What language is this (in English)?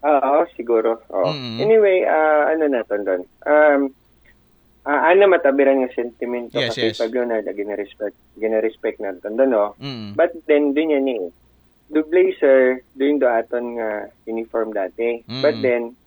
Aklanon